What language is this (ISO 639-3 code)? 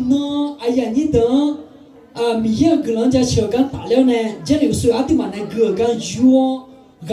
ahk